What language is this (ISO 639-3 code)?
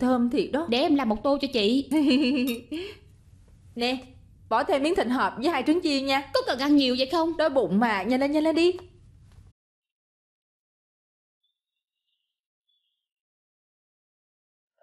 vie